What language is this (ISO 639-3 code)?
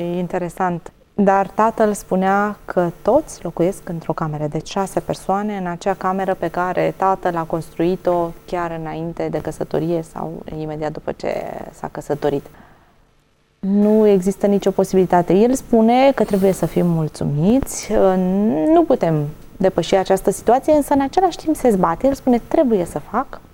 ron